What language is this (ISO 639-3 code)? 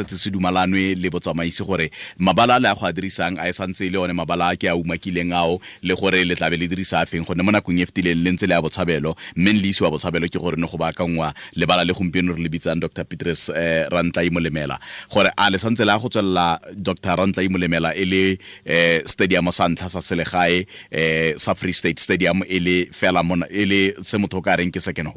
tsn